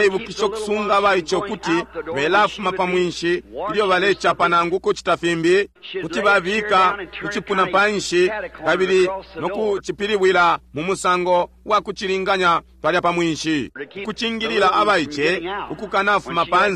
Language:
Bemba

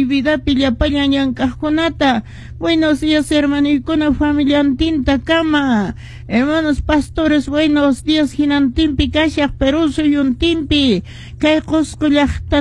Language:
Quechua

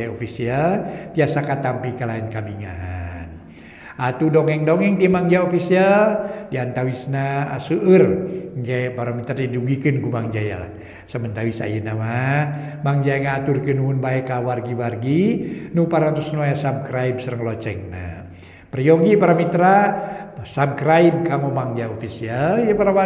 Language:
Sundanese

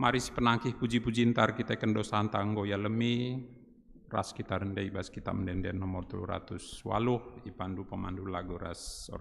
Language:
Batak Karo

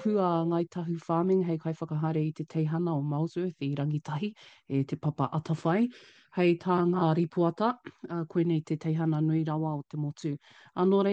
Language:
Māori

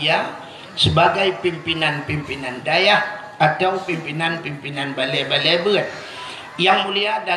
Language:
Achinese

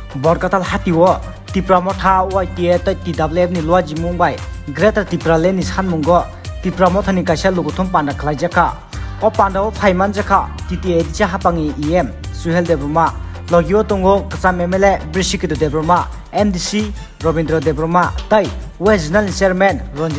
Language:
Kok Borok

